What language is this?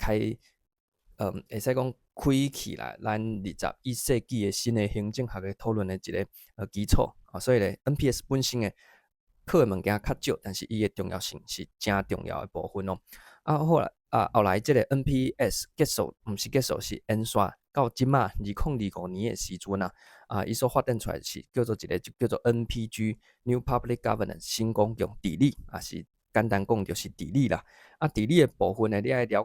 Min Nan Chinese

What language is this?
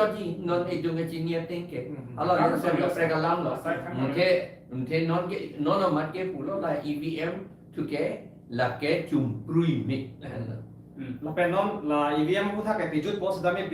Karbi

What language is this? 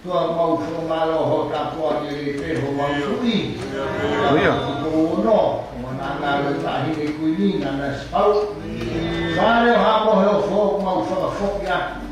Tongan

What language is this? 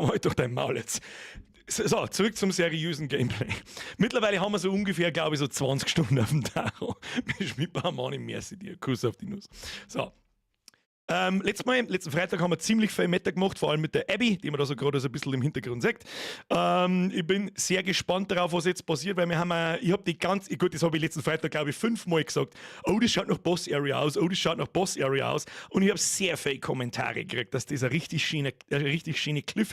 Bavarian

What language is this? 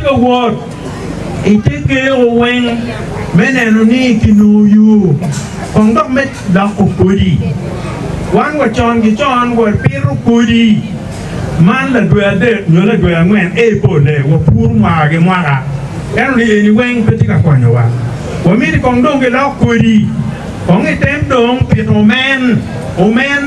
Acoli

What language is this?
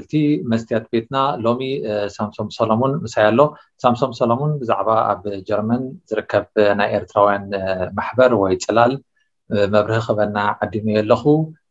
Tigrinya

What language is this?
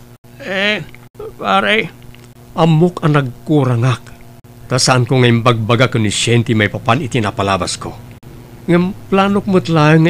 Iloko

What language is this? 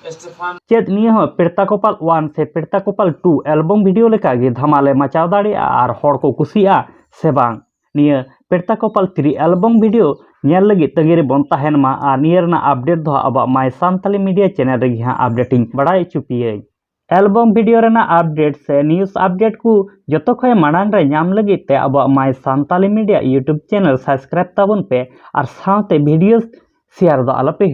Santali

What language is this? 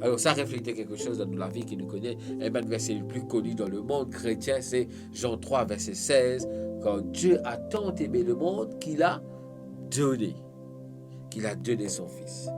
Morisyen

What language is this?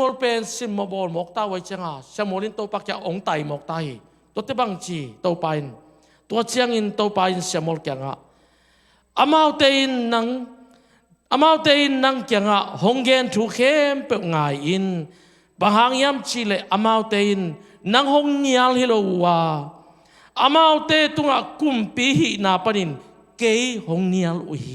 Tedim Chin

